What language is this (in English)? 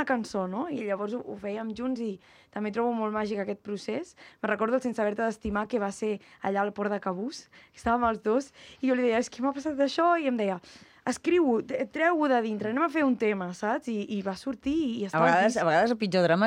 Catalan